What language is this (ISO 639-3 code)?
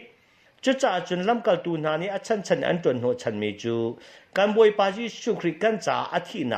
cnh